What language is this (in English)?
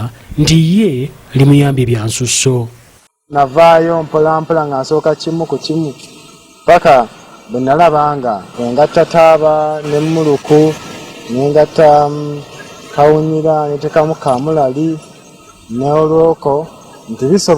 Ganda